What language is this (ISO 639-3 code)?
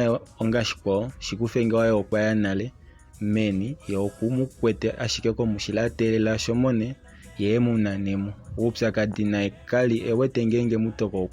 kua